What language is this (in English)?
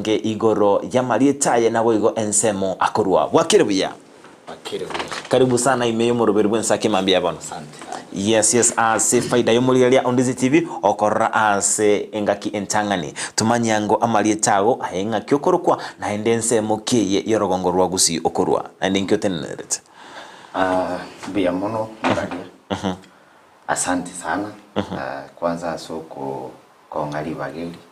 Gusii